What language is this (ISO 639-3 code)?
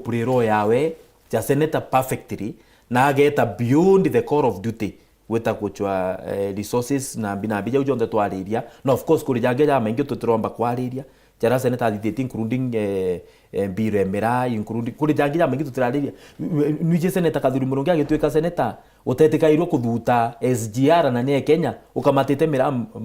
mer